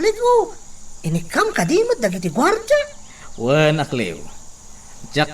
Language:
Iloko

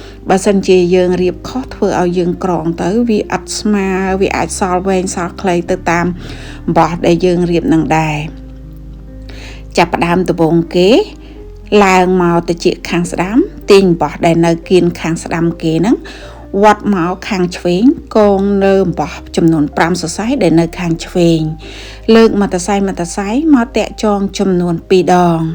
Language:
Khmer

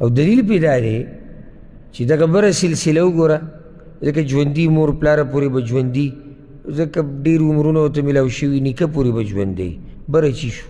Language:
Pashto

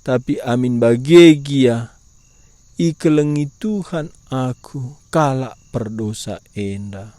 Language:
Batak Karo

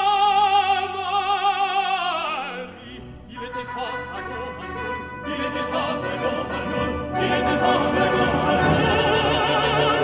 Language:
French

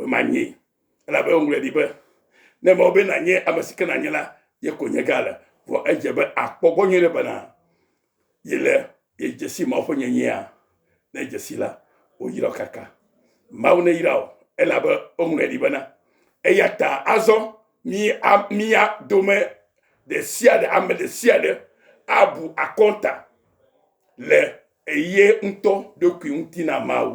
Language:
Ewe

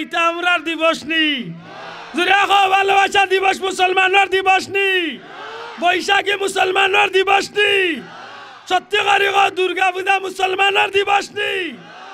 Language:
Sylheti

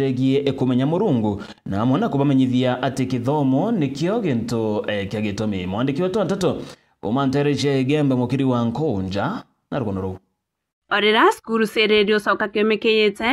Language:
Meru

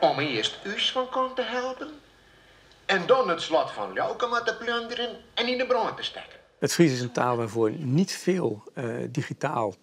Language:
Western Frisian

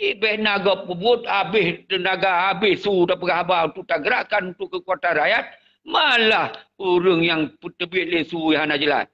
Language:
Achinese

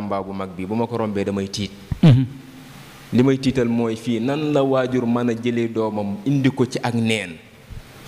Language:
Wolof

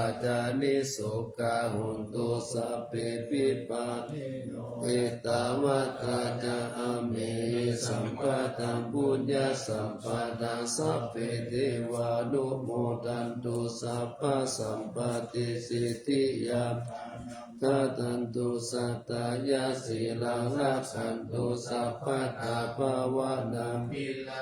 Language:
Pali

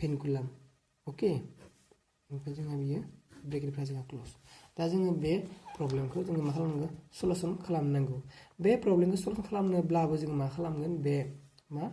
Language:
Bodo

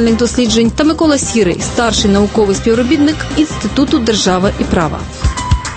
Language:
Ukrainian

